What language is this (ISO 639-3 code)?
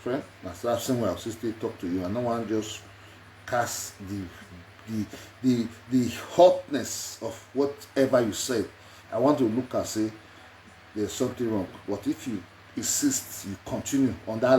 pcm